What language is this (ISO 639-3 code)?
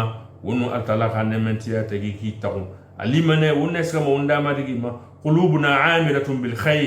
sus